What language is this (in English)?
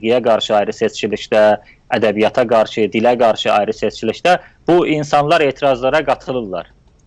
South Azerbaijani